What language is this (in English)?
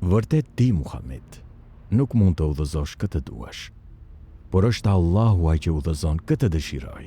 Albanian